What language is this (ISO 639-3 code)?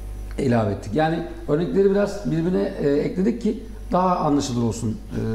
tur